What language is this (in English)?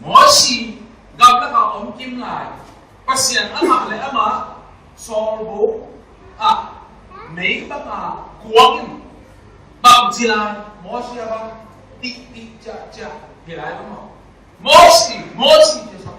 Tedim Chin